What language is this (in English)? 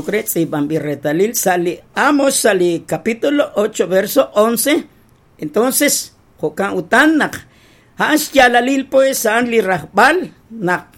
Kekchí